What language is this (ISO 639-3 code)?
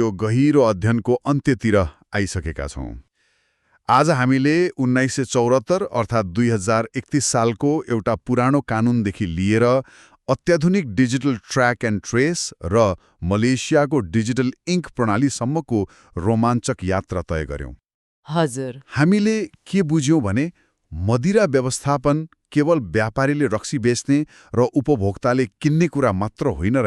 nep